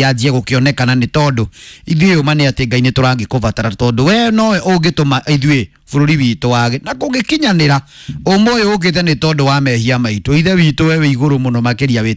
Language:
Kikuyu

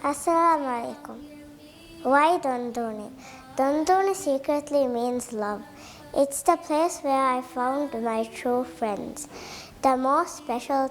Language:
Divehi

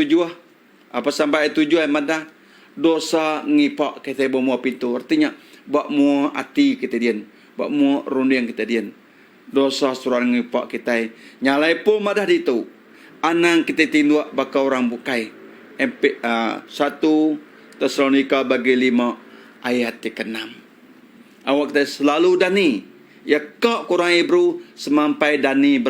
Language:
Iban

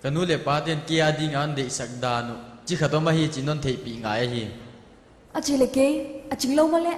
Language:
Paite Chin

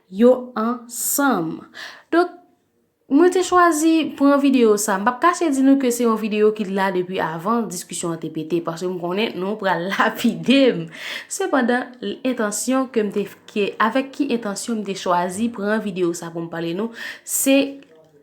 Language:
Haitian Creole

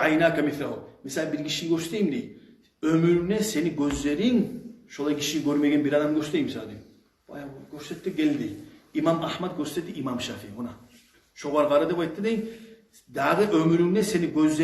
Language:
Kumyk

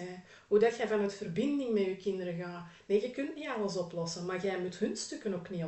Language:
Dutch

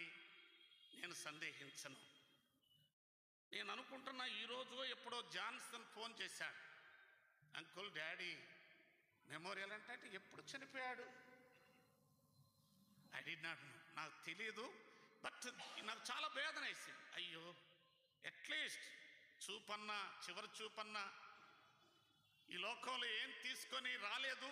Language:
Telugu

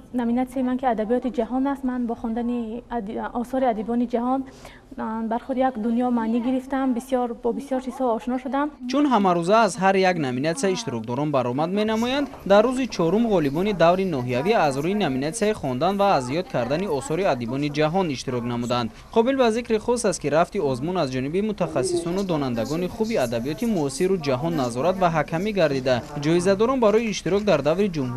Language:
Tajik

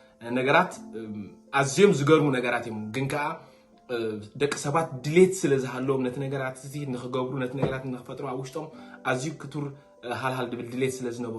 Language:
Tigrinya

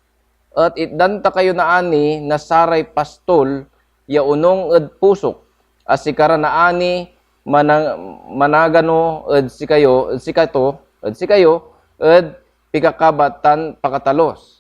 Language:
Pangasinan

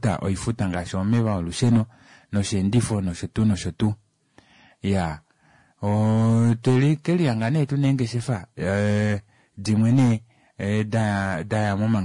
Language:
Kuanyama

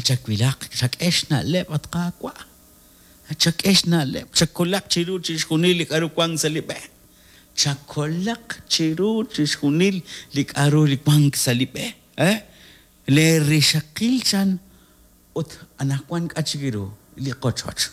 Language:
Kekchí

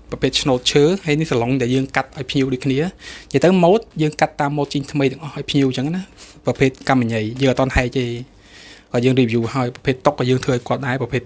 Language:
Khmer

